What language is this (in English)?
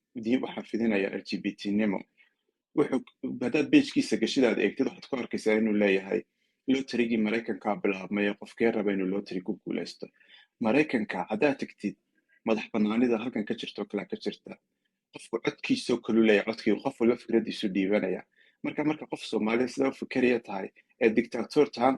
Somali